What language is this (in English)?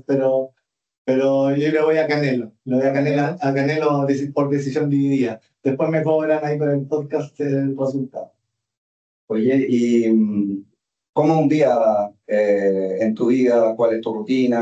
Spanish